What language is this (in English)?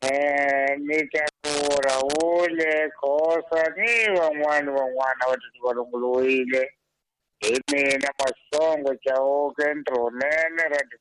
Tsonga